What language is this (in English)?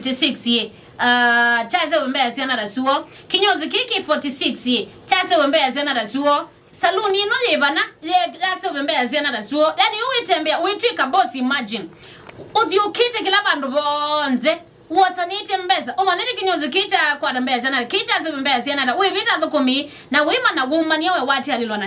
Kamba